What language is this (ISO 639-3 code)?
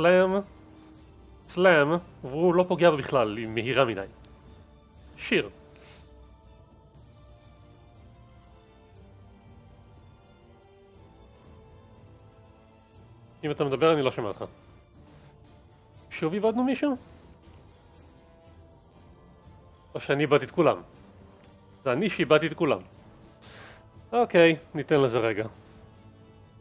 heb